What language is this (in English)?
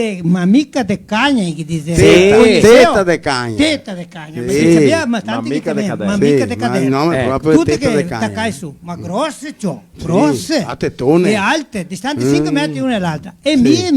Venetian